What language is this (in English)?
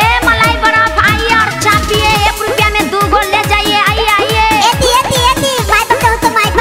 Bhojpuri